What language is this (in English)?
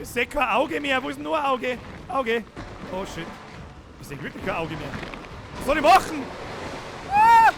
Bavarian